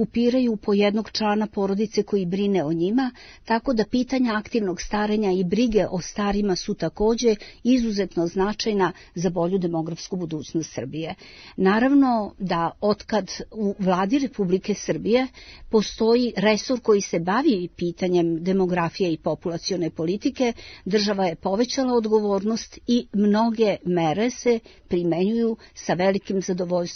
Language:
Serbian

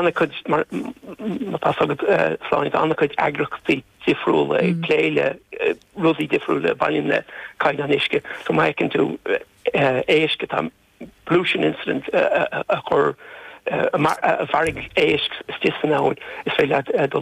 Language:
Irish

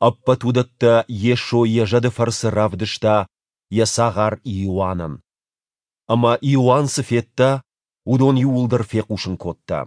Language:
Ossetic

